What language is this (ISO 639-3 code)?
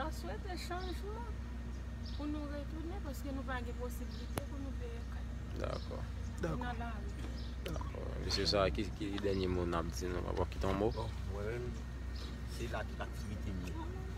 hat